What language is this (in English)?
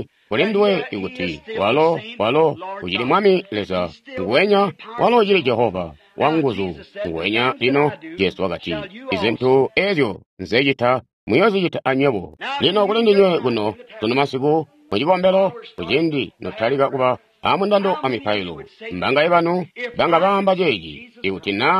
Tonga (Zambia)